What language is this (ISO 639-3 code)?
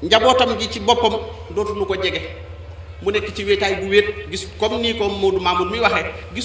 wol